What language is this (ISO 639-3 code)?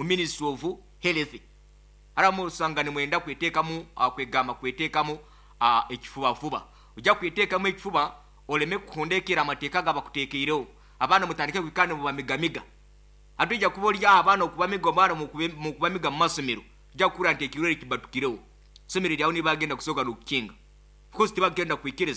nyo